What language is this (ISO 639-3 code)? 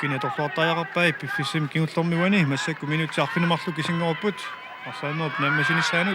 kal